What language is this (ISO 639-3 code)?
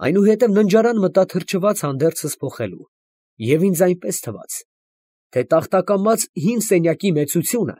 hye